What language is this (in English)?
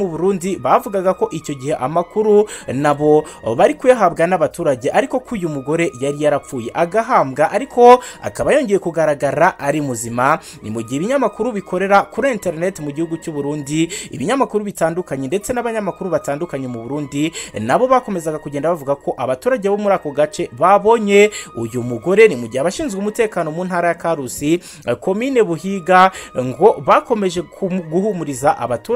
Kinyarwanda